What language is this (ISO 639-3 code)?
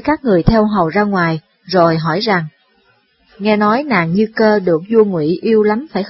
vie